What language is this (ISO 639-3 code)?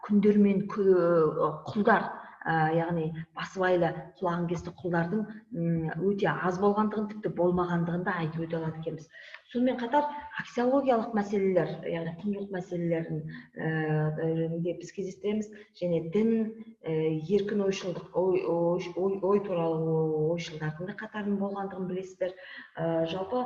kaz